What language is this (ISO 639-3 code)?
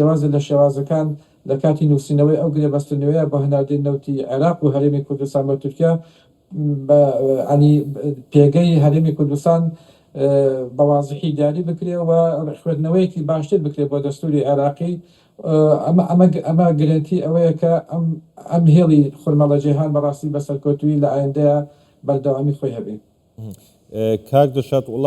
ckb